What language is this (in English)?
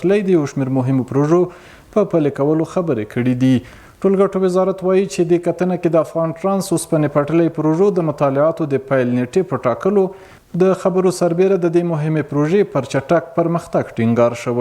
Pashto